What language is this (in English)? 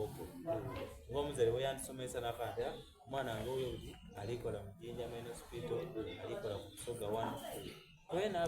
Soga